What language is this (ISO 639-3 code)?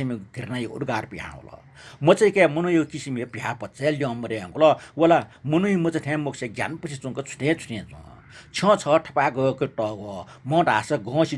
new